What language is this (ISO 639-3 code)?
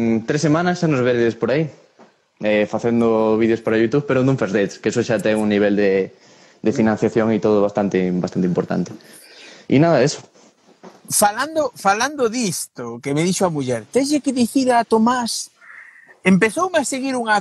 glg